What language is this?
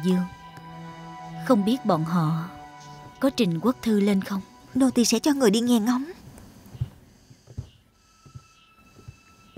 Vietnamese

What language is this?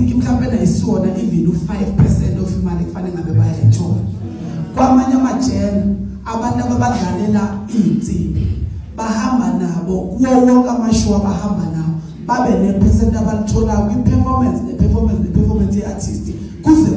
Zulu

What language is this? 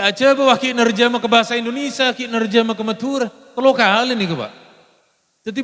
Madurese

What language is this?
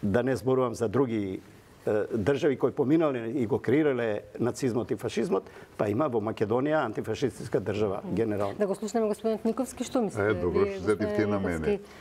Macedonian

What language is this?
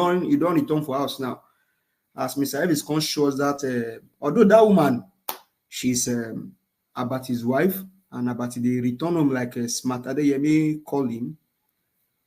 Nigerian Pidgin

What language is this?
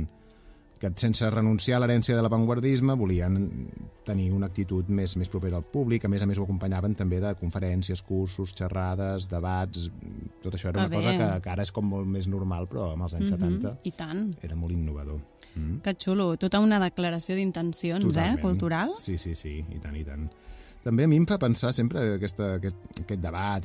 Catalan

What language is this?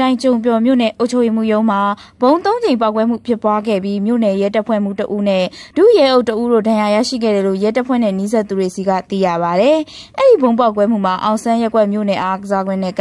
Burmese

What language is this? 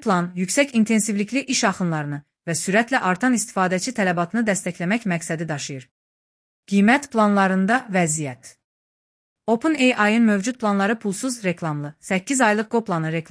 Azerbaijani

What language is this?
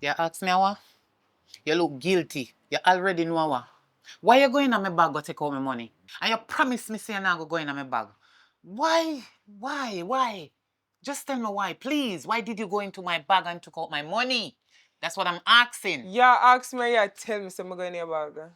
Jamaican Creole English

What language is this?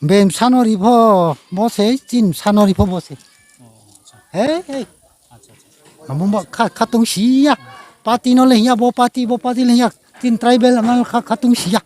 Riang (India)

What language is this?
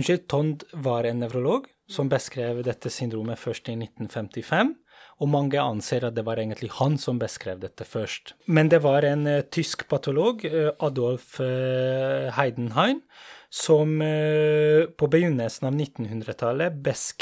Norwegian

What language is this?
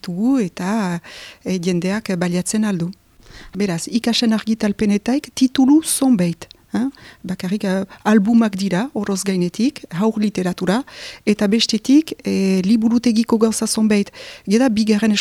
Basque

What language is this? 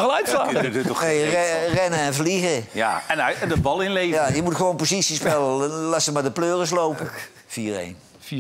Dutch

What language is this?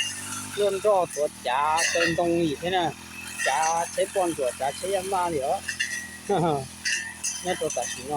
Hmong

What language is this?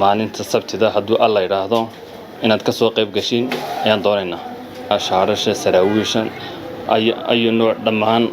Somali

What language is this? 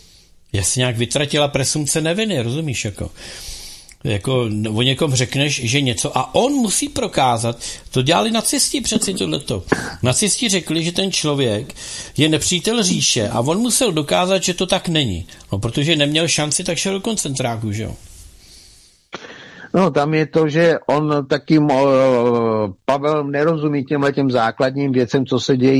Czech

